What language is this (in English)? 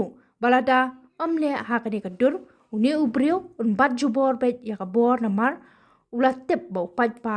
Khasi